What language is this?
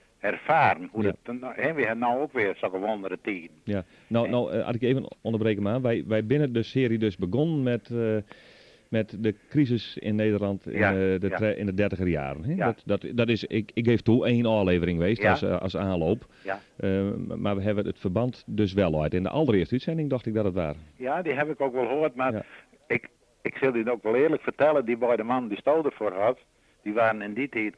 Western Frisian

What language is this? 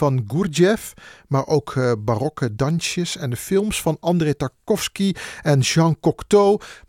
Dutch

